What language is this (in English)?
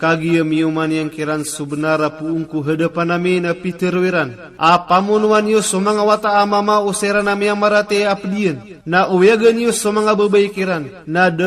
Maranao